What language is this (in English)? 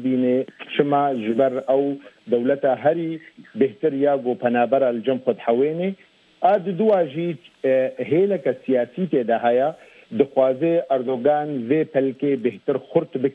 Kurdish